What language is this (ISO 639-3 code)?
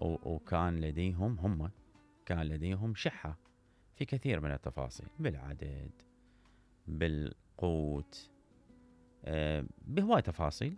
acm